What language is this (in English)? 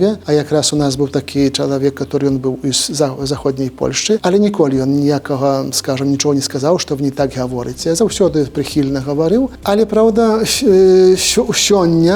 Belarusian